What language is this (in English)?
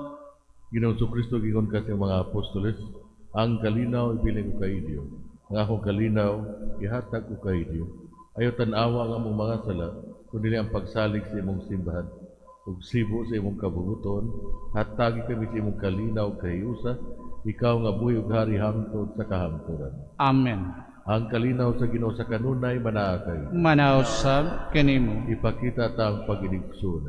Cebuano